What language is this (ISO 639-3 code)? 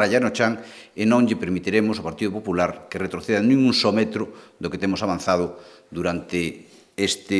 glg